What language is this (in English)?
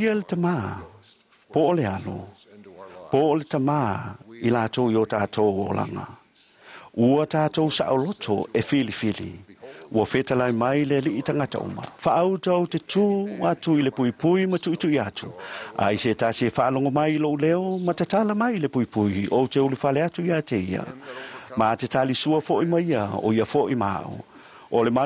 Samoan